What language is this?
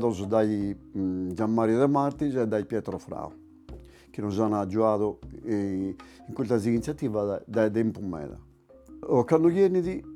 Sardinian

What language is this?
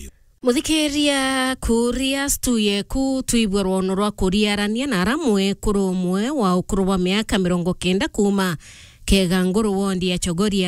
Meru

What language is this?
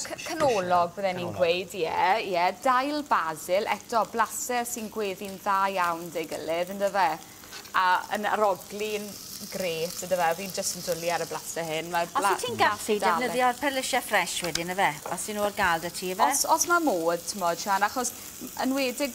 Welsh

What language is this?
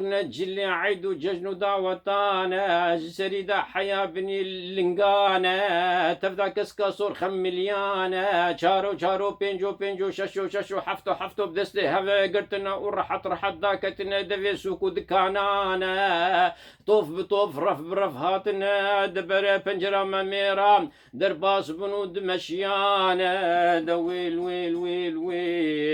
Kurdish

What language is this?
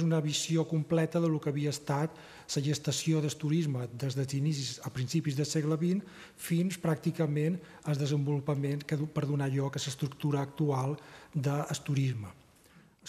Catalan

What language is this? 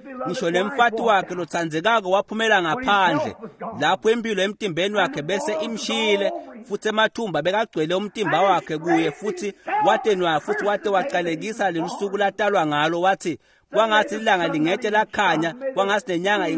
Swati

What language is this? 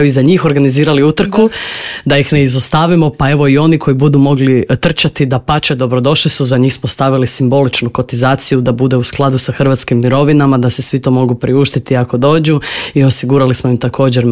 Croatian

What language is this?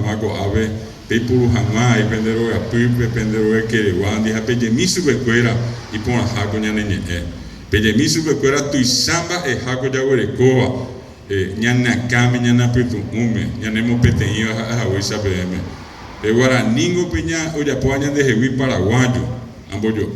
Guarani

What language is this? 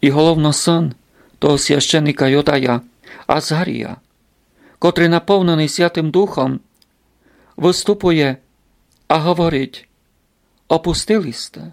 Rusyn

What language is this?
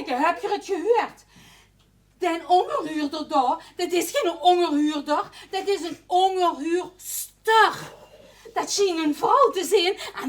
Limburgish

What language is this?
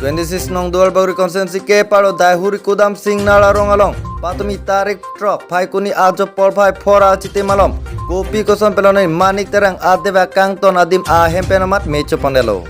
Karbi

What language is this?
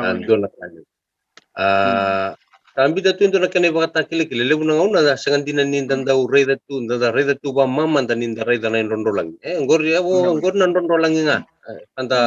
Fijian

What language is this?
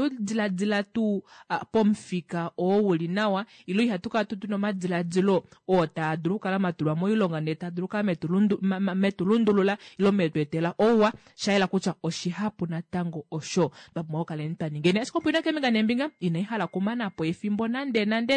Kuanyama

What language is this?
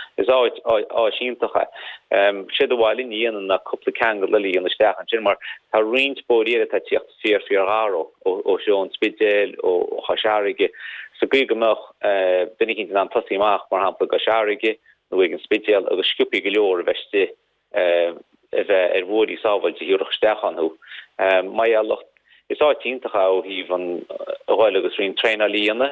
Irish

